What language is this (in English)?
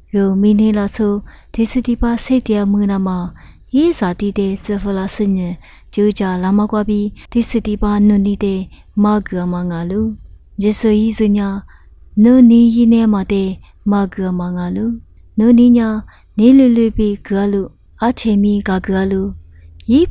Lisu